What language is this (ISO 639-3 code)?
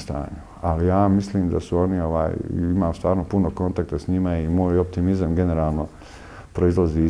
bos